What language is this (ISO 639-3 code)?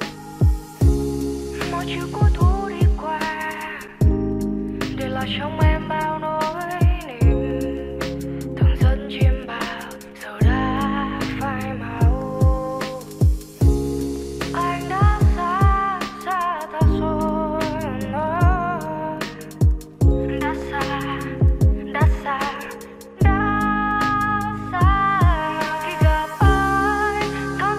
vie